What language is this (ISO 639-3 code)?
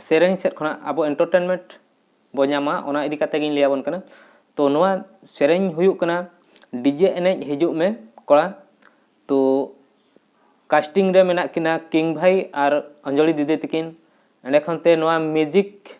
sat